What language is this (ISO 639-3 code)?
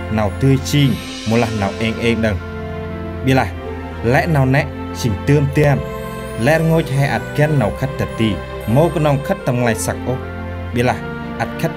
cmo